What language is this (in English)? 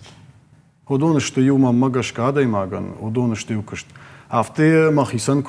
Ossetic